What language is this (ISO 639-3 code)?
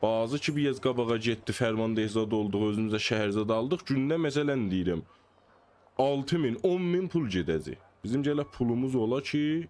azb